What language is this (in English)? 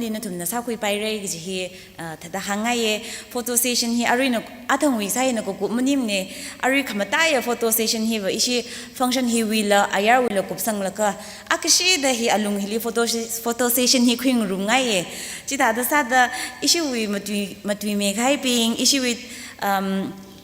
Tangkhul Naga (India)